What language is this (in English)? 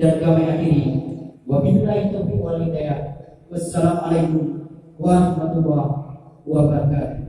Achinese